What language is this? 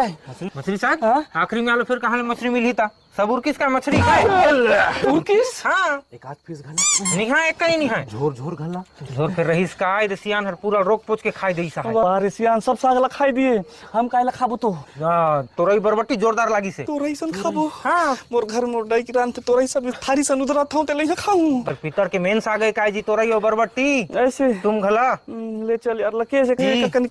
Chhattisgarhi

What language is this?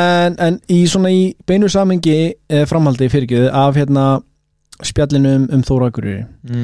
Icelandic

